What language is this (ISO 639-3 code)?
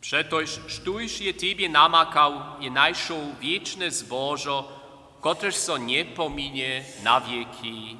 hsb